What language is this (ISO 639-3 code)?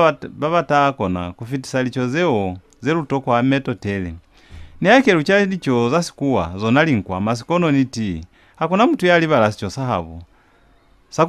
loz